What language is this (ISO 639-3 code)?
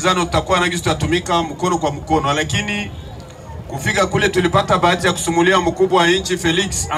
swa